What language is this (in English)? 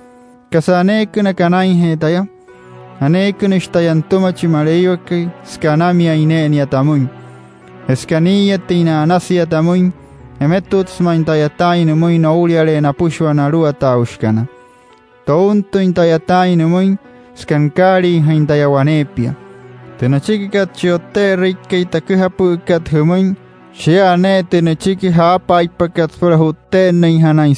Wayuu